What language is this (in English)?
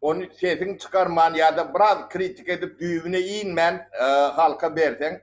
Turkmen